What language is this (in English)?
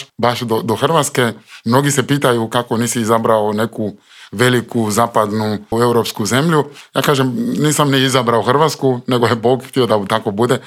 Croatian